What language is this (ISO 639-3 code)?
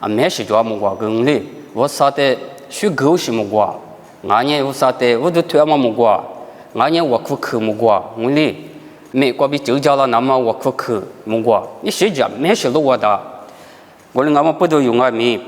lis